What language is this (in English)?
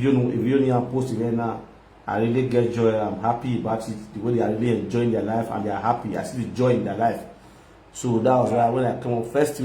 Nigerian Pidgin